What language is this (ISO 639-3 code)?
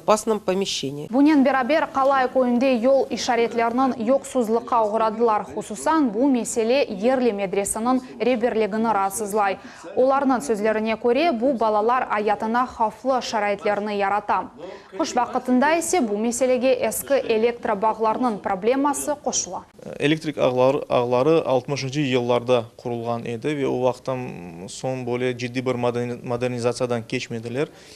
crh